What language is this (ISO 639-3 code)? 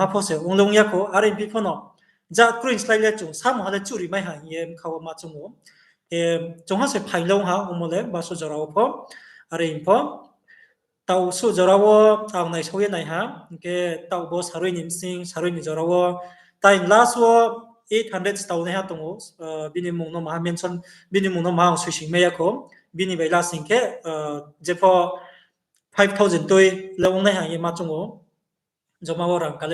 ria